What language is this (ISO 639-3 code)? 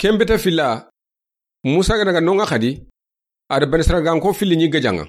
snk